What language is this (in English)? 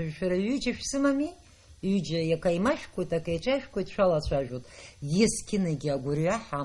Abkhazian